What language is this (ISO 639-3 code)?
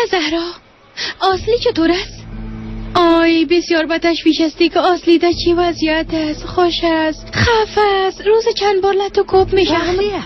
fas